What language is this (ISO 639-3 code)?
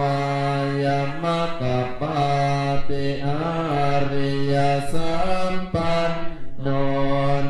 pli